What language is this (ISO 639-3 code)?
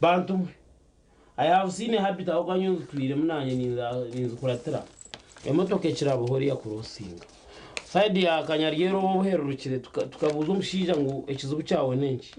nyn